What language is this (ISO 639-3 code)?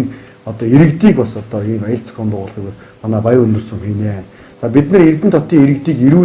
mon